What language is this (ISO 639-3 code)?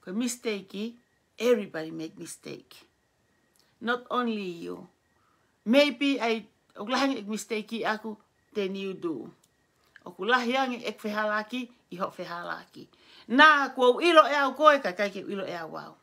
ton